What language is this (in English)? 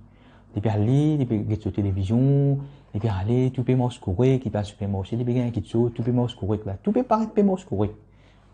Morisyen